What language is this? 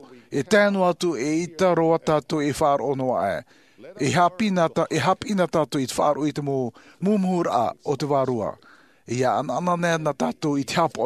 Tahitian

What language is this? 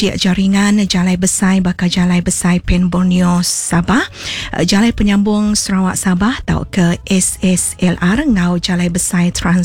Iban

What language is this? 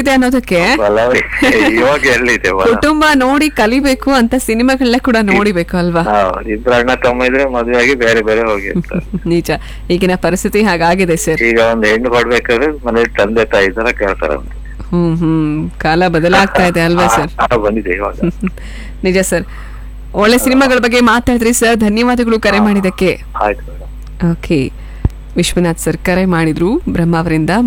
Kannada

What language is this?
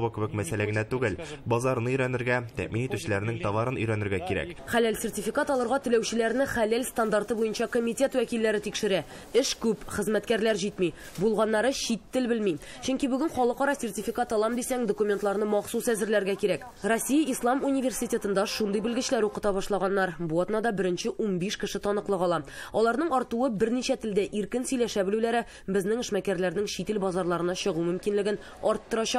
Tatar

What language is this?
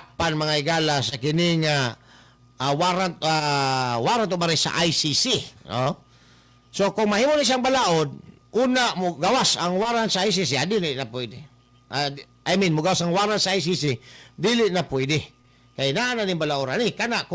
Cebuano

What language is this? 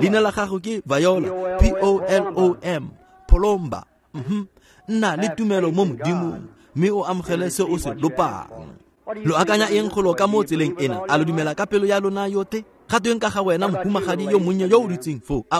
Tswana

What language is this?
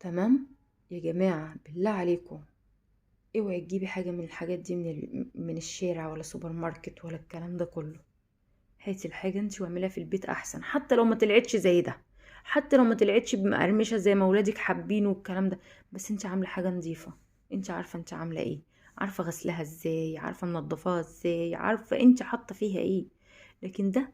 Egyptian Arabic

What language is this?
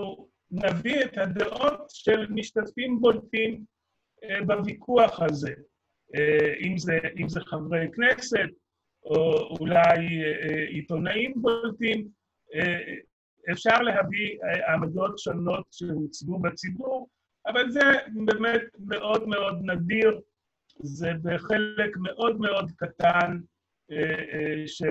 Hebrew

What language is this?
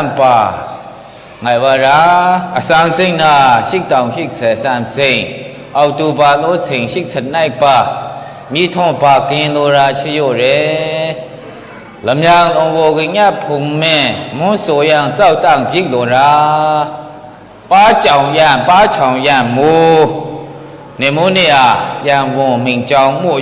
Maru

